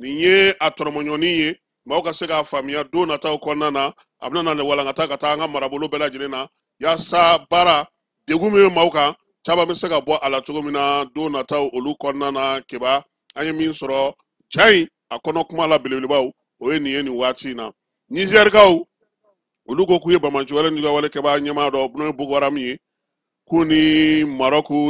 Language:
Bambara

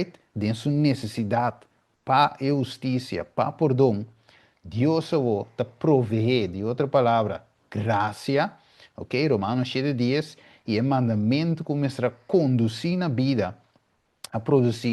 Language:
Papiamento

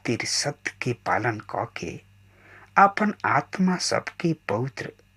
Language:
Bhojpuri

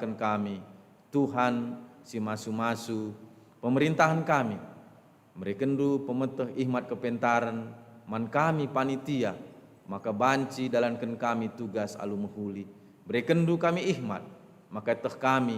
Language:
Batak Karo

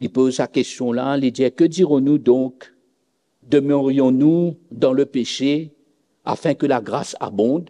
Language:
Morisyen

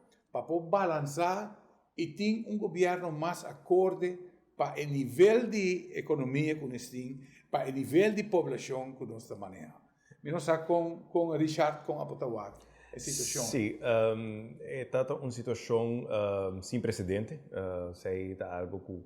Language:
Papiamento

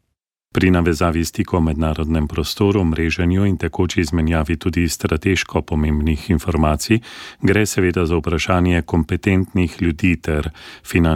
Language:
Slovenian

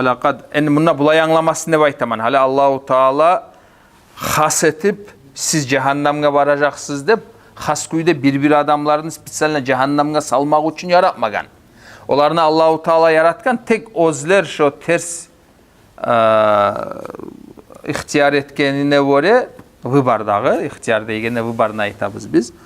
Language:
Kumyk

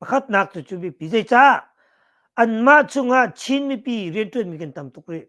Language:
Hakha Chin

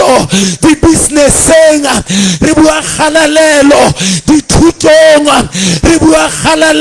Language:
Southern Sotho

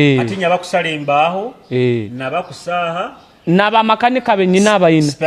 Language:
Nyoro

